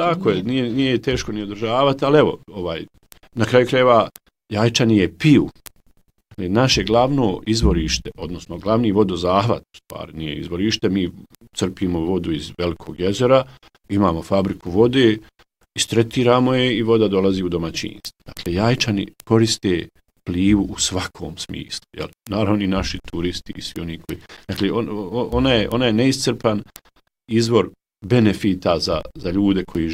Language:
Bosnian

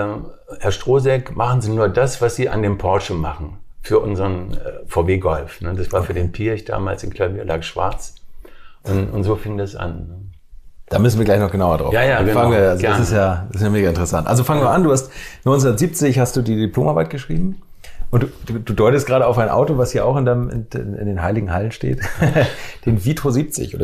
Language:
German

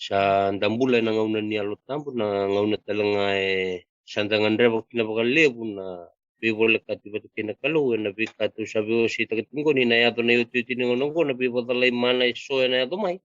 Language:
Fijian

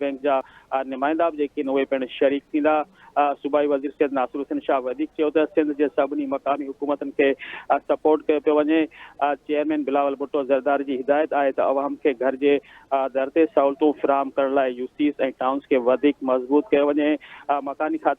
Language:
Sindhi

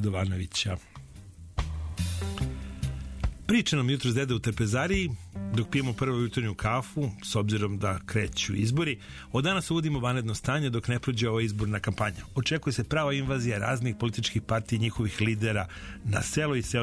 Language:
Serbian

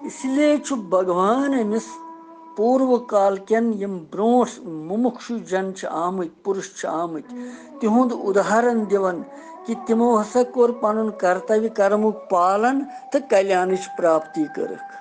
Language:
Kashmiri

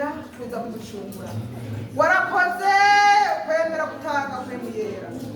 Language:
Rundi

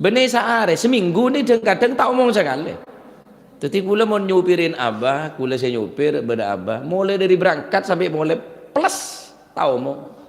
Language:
Madurese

